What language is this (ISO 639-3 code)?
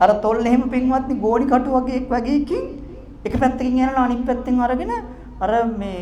sin